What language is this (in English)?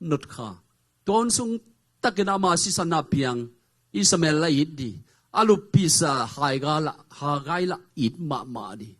Tedim Chin